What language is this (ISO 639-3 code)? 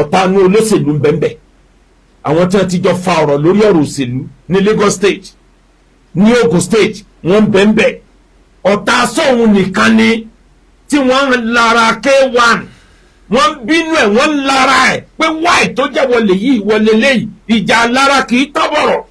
yor